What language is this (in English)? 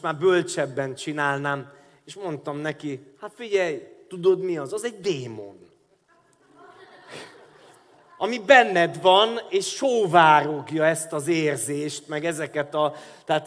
Hungarian